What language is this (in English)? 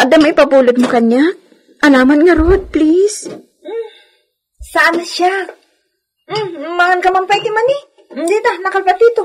Iloko